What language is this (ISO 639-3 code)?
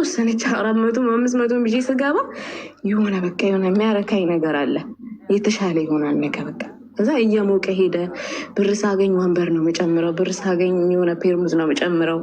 amh